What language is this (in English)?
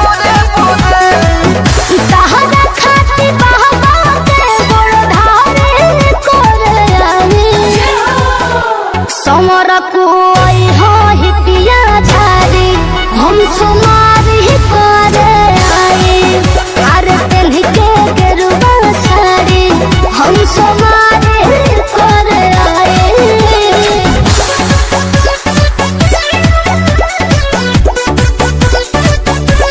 Bhojpuri